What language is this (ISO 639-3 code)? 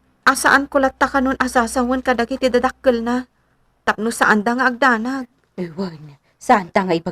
ilo